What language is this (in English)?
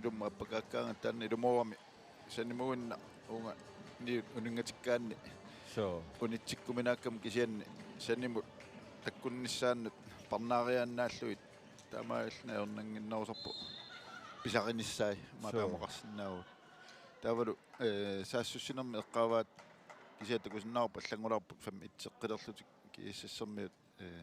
Kalaallisut